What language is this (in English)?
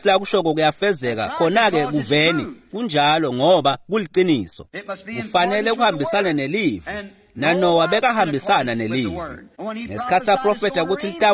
Swati